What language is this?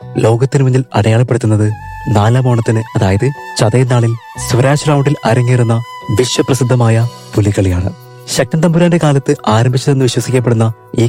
Malayalam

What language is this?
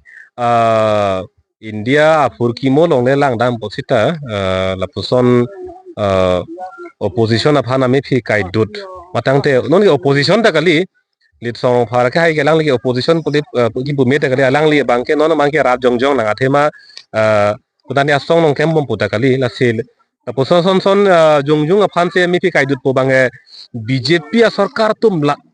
Karbi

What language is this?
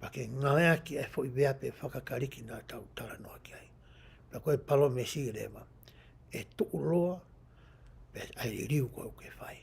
Tongan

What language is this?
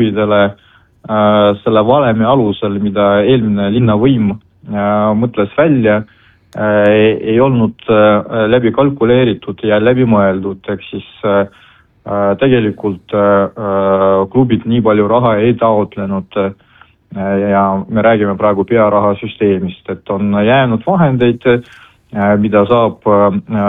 Estonian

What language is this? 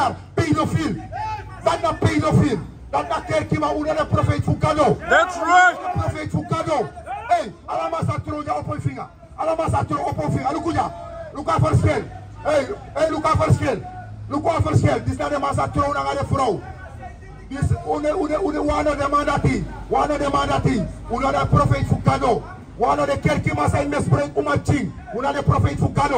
Sranan Tongo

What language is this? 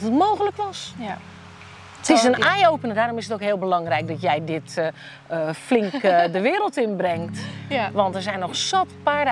Dutch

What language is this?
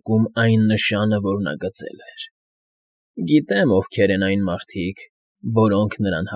Armenian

